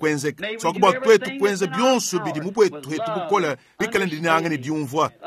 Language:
Luba-Lulua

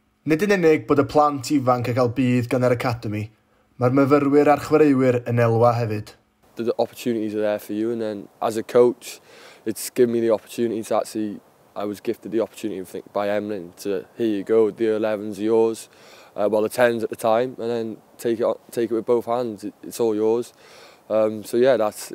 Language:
Welsh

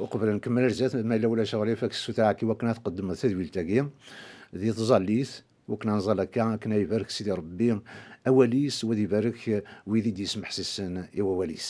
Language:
Kabyle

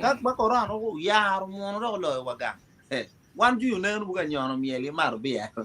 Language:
Acoli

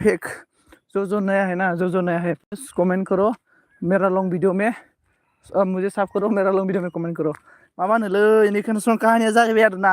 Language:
Bodo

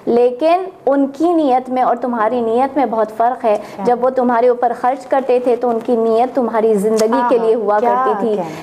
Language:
Urdu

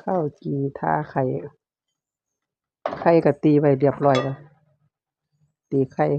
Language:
Lao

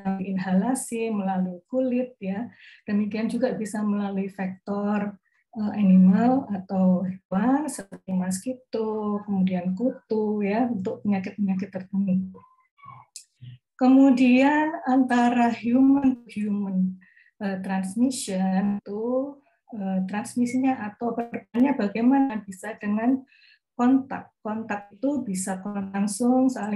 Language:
Indonesian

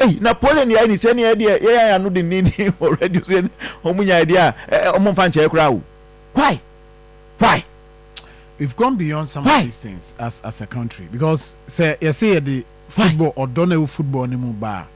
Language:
Akan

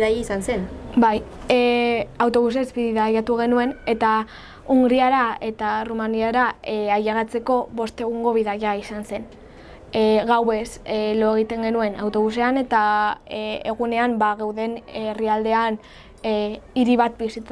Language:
Basque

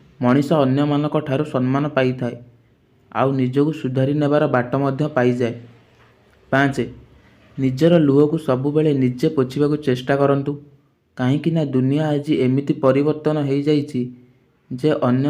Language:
Odia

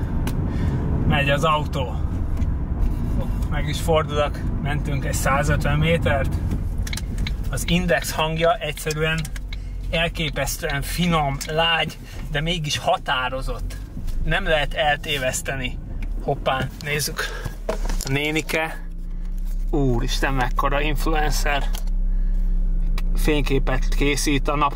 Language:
Hungarian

